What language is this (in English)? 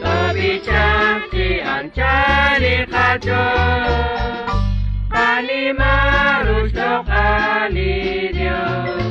Kekchí